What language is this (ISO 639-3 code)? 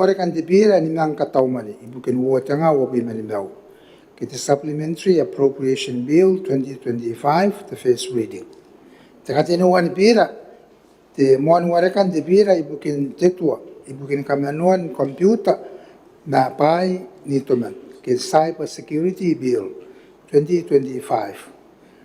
gil